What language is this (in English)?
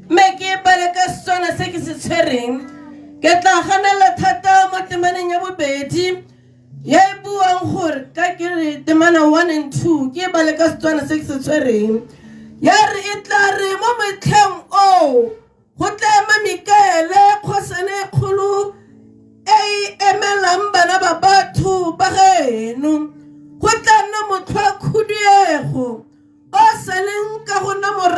Tswana